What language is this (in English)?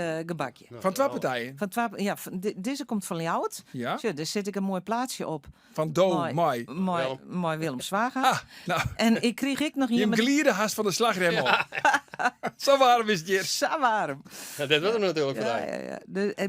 Western Frisian